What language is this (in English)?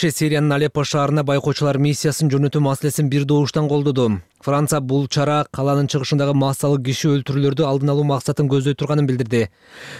Kyrgyz